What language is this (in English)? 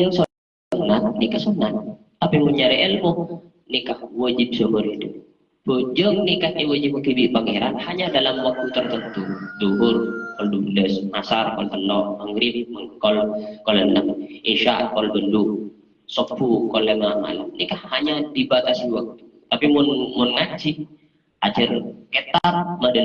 Madurese